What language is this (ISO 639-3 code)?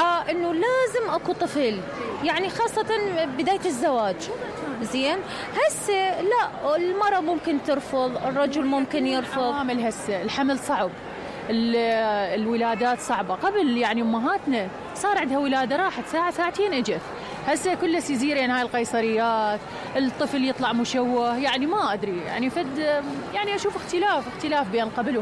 acm